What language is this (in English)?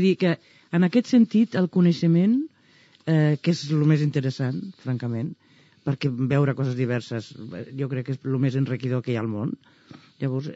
Catalan